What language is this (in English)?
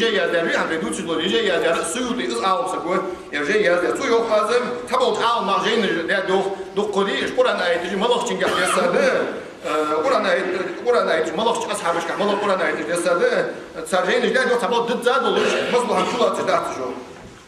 Ingush